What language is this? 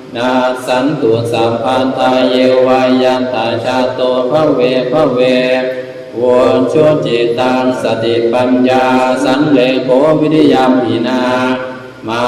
Pali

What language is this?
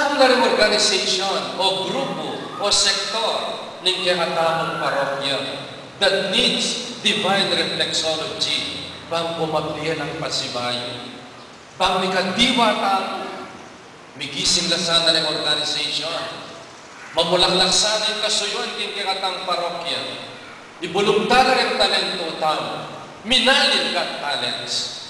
Pampanga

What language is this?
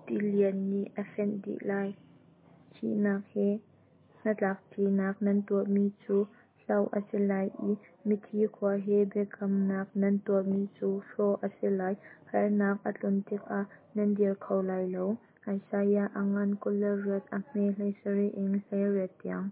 Hakha Chin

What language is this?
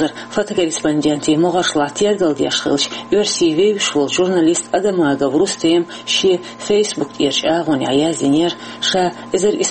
Chechen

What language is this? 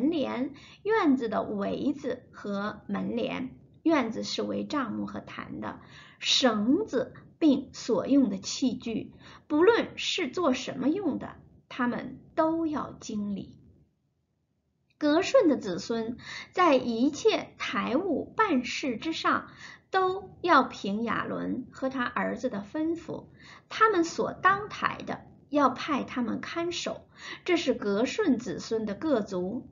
Chinese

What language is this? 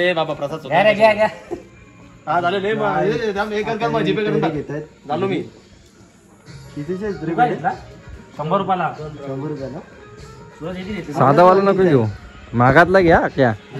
Marathi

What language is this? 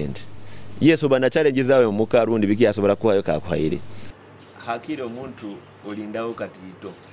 Nyoro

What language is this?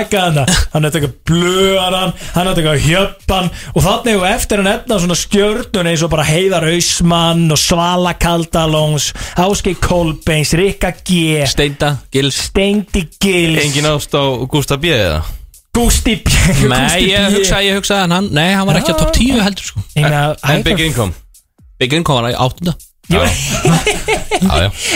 Icelandic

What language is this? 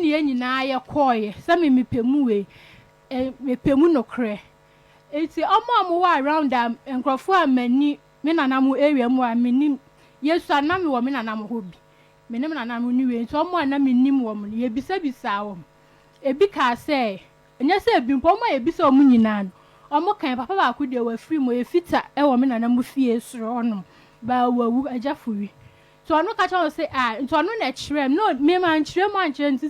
Akan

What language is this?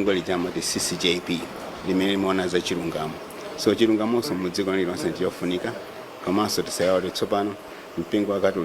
Nyanja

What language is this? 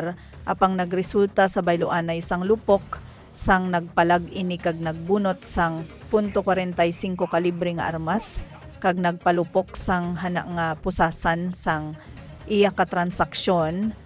Hiligaynon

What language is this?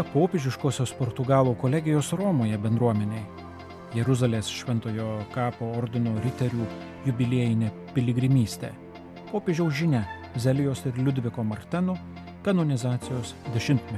Lithuanian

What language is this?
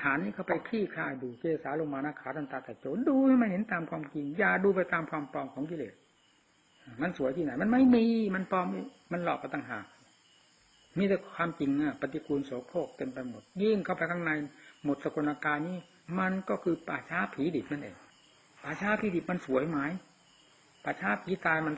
Thai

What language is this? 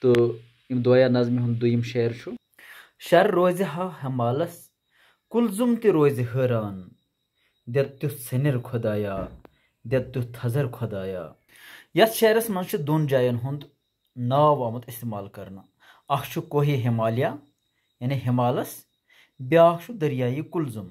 Kashmiri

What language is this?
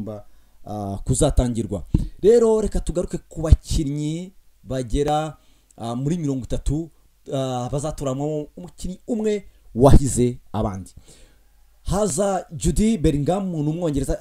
Kinyarwanda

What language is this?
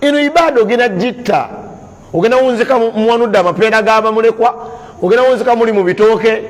Ganda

